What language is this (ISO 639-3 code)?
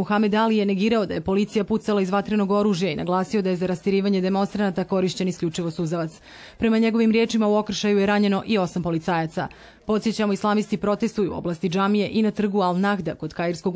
bos